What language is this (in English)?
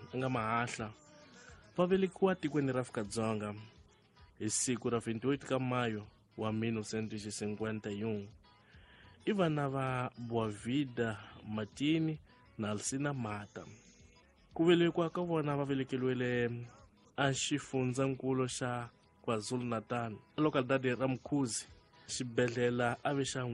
Tsonga